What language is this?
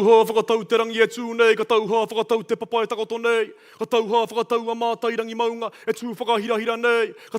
Māori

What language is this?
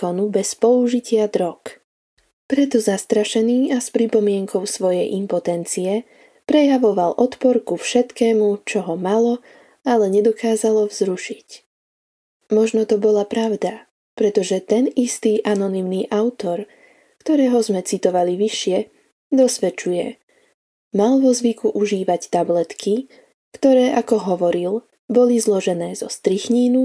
Slovak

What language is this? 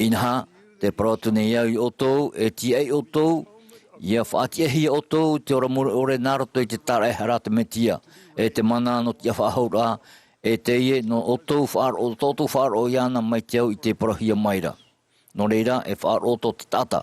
Tahitian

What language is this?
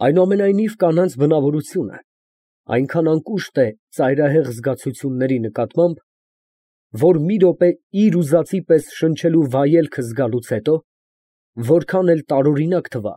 Armenian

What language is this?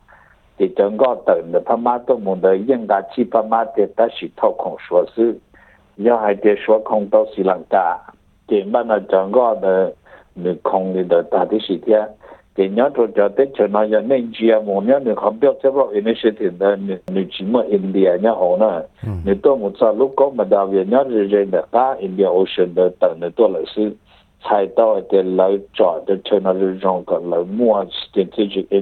Thai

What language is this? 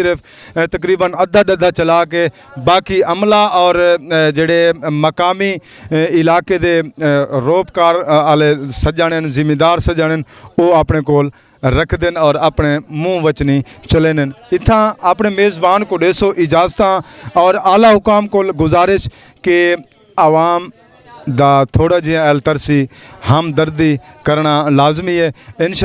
Saraiki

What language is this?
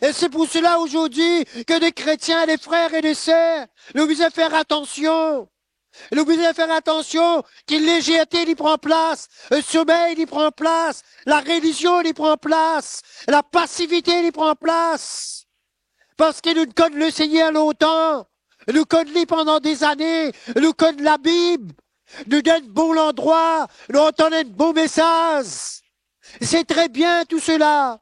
Morisyen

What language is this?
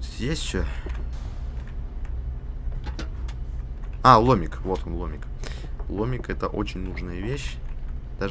Russian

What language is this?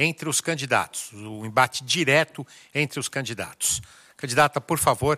Portuguese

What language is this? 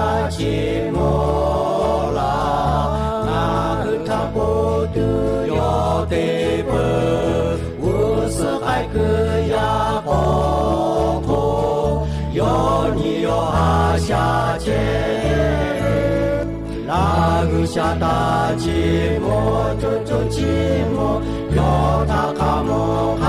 Lahu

